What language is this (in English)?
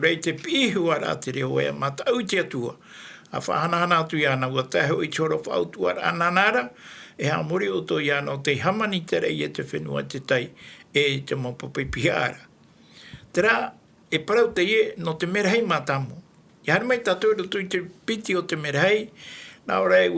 Tahitian